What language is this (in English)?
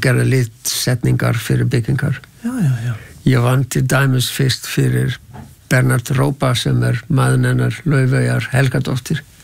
Icelandic